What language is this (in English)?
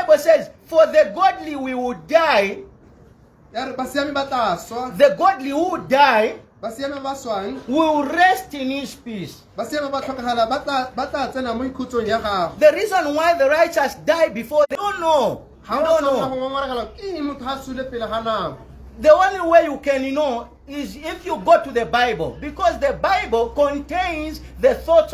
Tswana